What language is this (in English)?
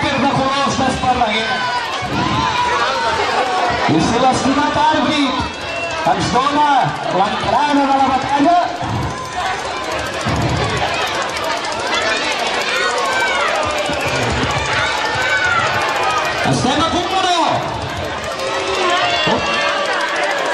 Catalan